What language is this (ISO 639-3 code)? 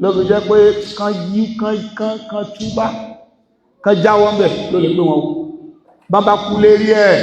yor